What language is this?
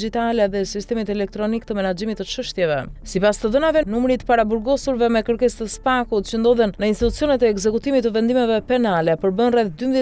Albanian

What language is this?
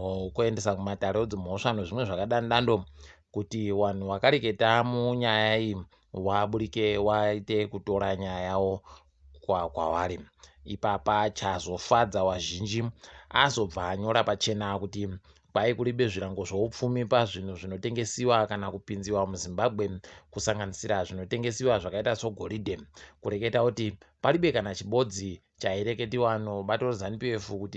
Ndau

